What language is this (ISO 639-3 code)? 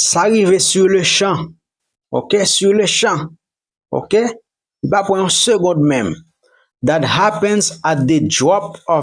hat